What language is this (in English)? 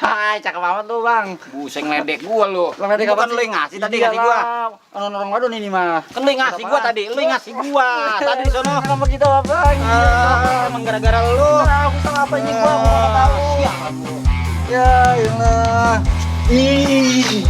Betawi